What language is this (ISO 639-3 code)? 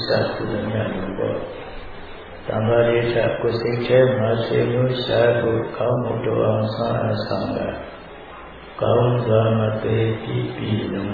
mya